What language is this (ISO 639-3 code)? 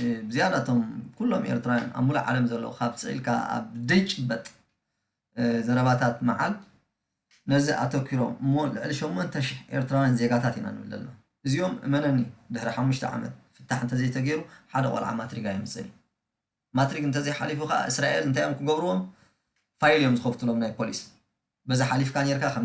tir